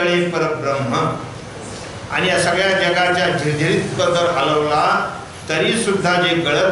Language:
Marathi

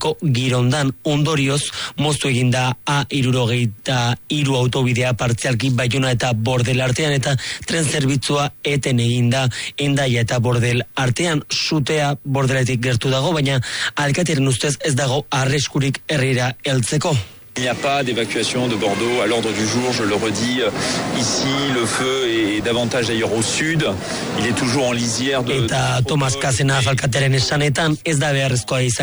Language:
Basque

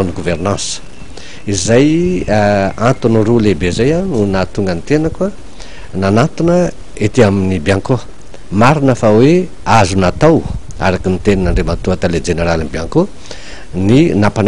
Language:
Malagasy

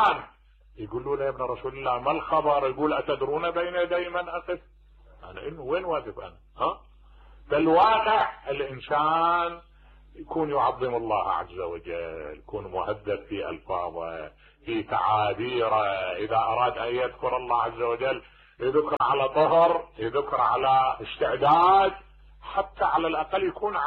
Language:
Mesopotamian Arabic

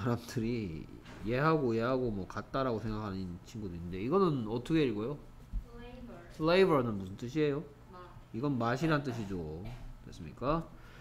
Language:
Korean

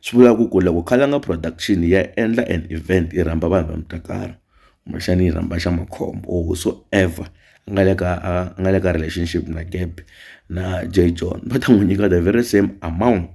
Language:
Tsonga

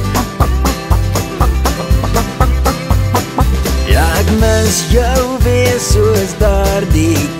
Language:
Afrikaans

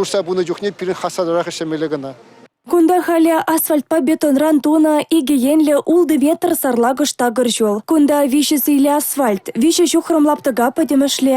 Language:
Chuvash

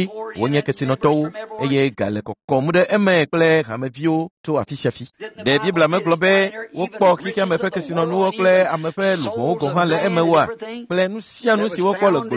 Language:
Ewe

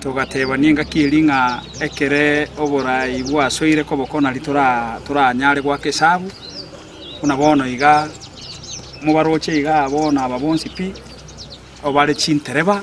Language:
Gusii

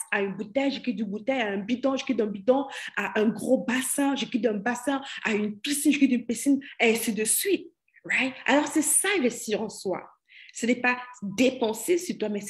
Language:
French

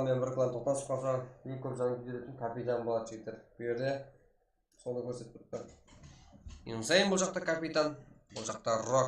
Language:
Kara-Kalpak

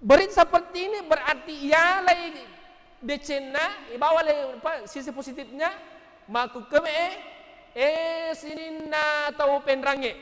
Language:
Buginese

